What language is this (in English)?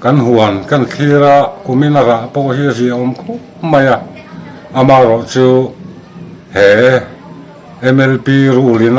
Mizo